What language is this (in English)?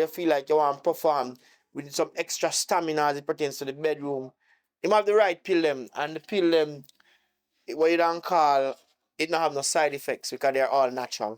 Jamaican Creole English